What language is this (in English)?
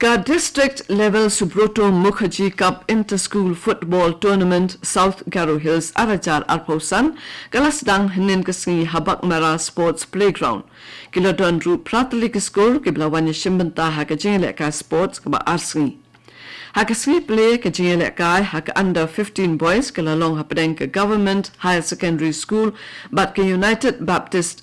Khasi